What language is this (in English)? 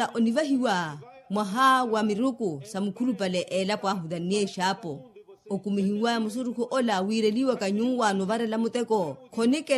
Makhuwa